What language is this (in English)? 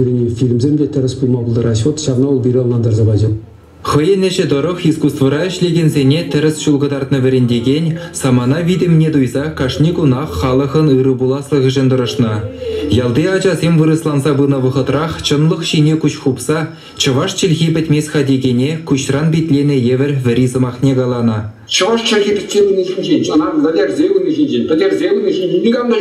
Chuvash